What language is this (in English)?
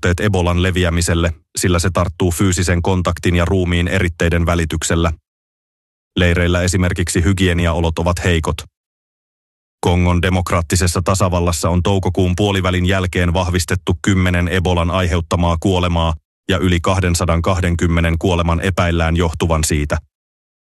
Finnish